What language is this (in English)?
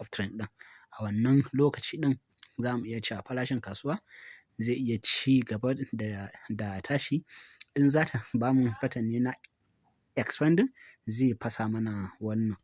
Hausa